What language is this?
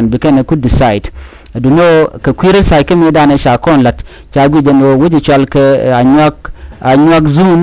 Nuer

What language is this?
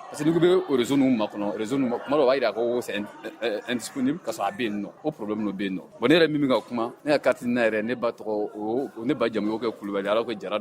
Bambara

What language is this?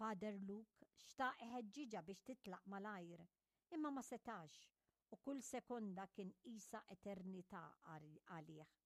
Maltese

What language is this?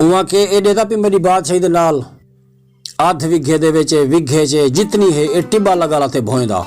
Saraiki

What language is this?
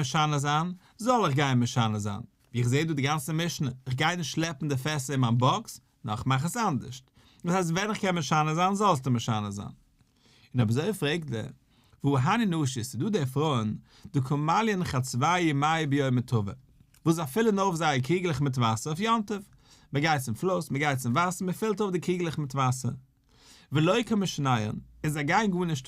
Yiddish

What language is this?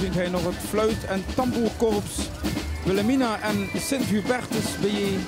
Limburgish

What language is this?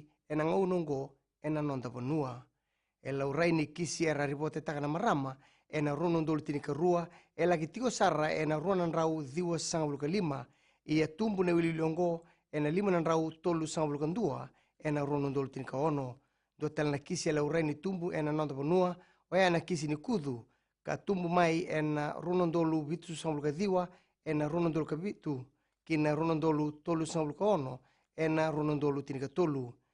Fijian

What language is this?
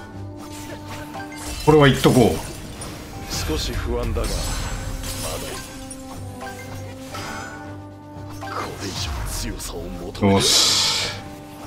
Japanese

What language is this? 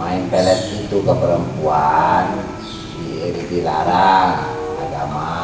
Sundanese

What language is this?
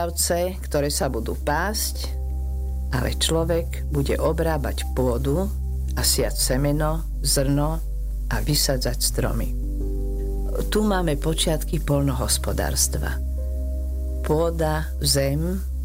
Slovak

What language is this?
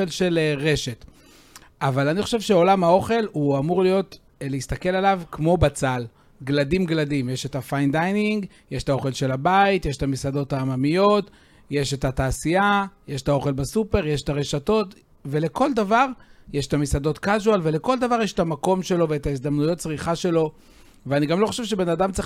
Hebrew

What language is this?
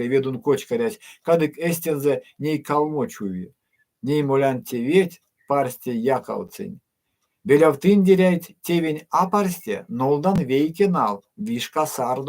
Erzya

